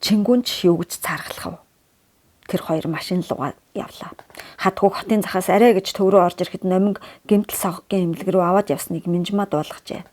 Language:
Mongolian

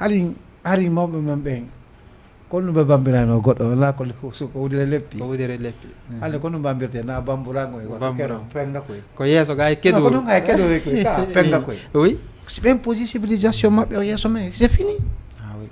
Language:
Fula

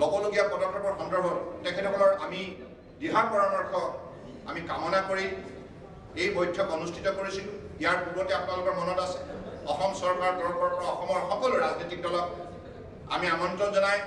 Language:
Assamese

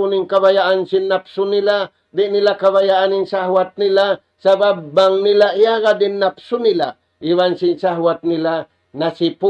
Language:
Tausug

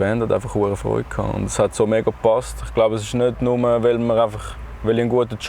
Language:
Swiss German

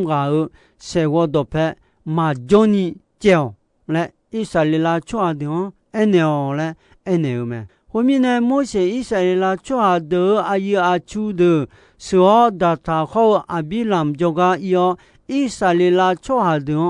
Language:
Akha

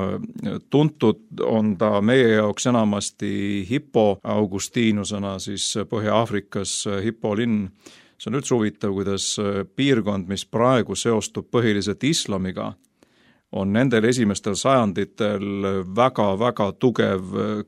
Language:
Estonian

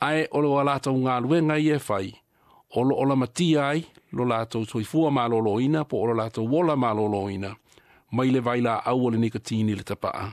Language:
Samoan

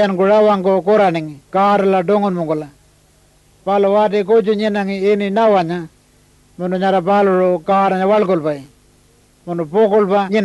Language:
Pitjantjatjara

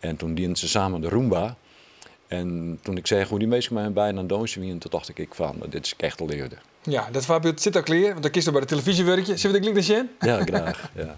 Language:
Western Frisian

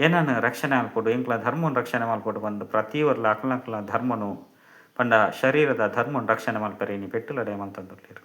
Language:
Tulu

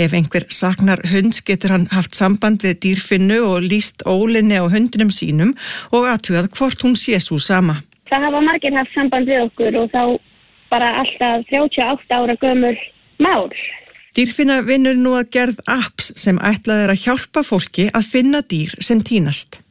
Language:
Icelandic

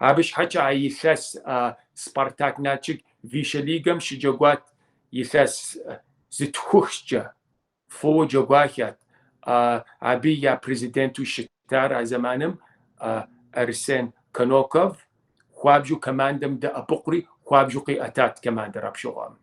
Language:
Kabardian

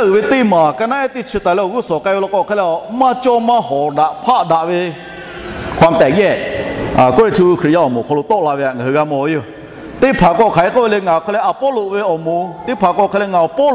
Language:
Lahu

